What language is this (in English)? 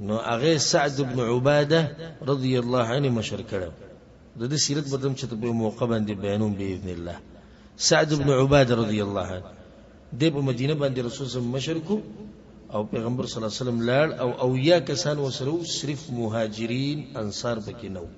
Pashto